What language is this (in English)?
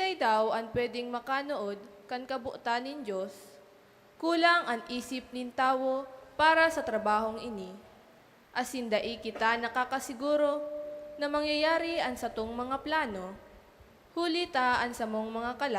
Bikol